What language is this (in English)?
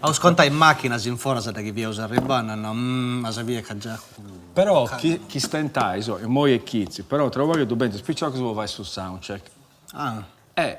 Sardinian